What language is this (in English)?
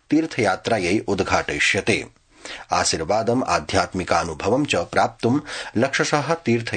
Sanskrit